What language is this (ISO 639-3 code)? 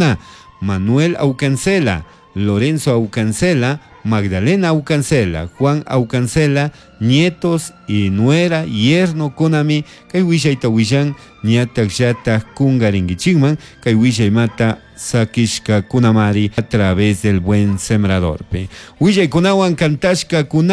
qug